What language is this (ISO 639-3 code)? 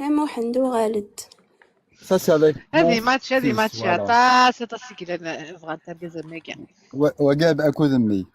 kab